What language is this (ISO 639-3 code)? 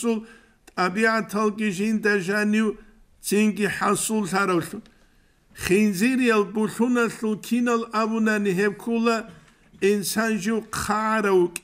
ava